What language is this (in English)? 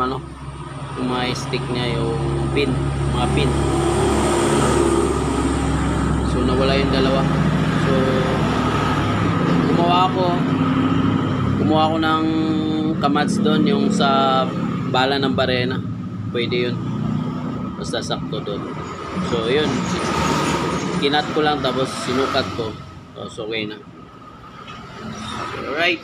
Filipino